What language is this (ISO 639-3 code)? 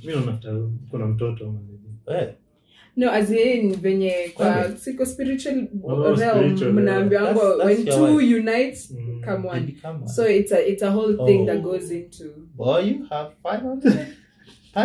swa